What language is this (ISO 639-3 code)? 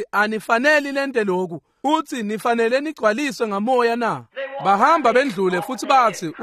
ssw